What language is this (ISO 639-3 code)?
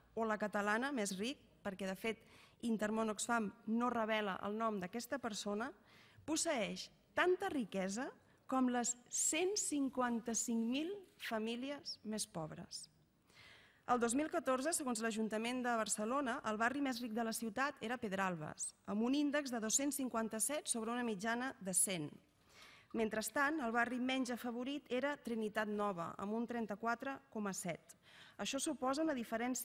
cat